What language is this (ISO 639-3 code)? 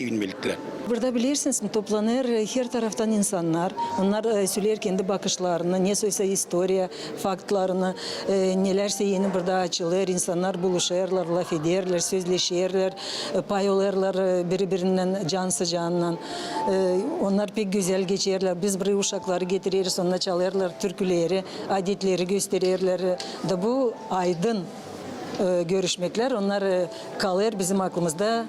gag